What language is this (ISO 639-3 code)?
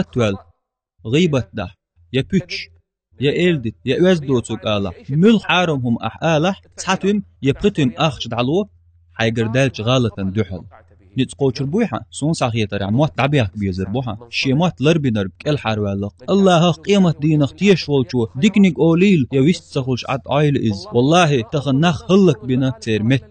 che